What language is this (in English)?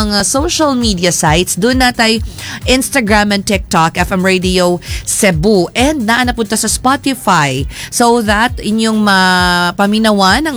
Cebuano